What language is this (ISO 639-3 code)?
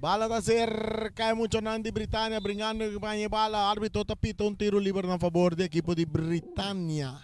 pap